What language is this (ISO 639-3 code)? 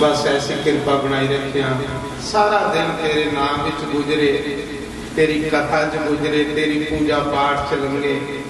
doi